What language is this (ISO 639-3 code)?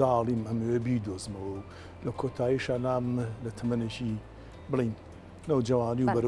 ckb